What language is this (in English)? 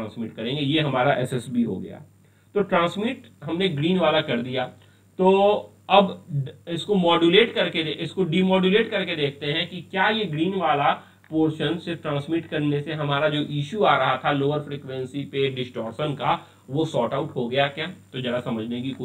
Hindi